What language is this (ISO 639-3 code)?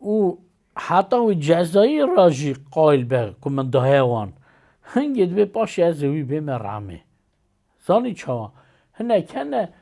kur